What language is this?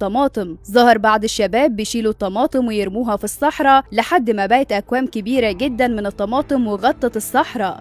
Egyptian Arabic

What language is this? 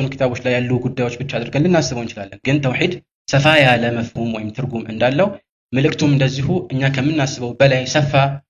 Amharic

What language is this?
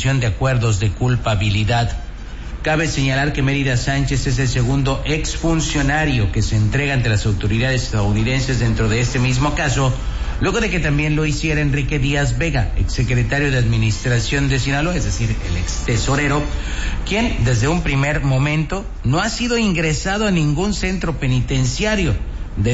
Spanish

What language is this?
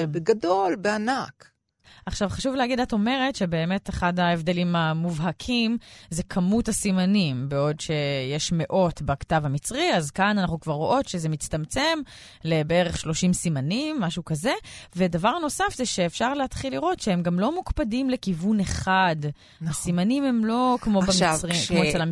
Hebrew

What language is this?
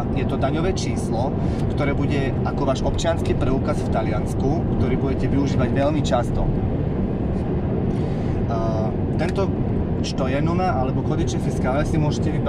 Slovak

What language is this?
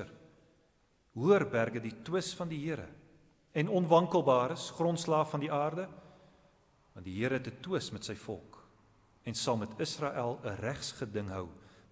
Afrikaans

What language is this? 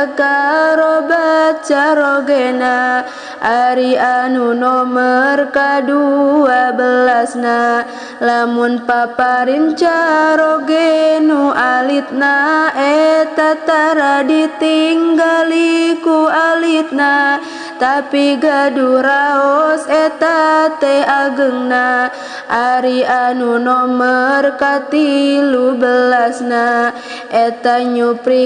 Sundanese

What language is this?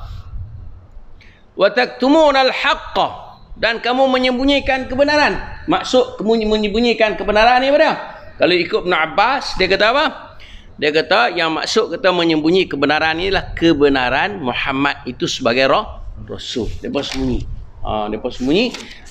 Malay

